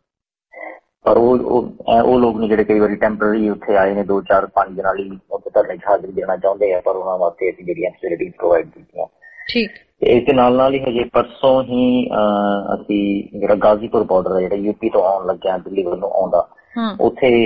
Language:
Punjabi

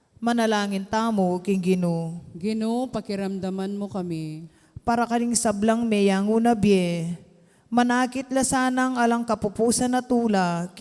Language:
Pampanga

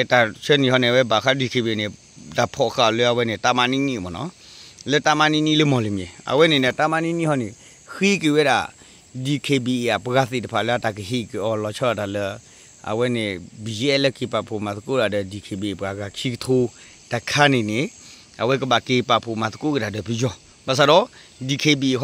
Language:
S'gaw Karen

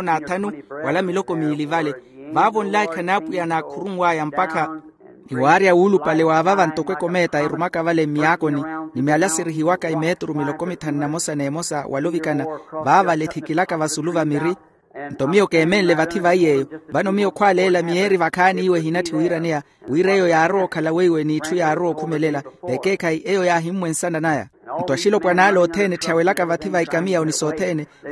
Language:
Makhuwa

